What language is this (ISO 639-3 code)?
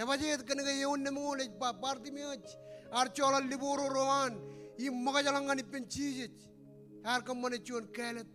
mah